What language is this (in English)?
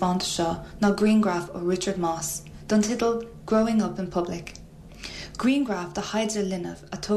Irish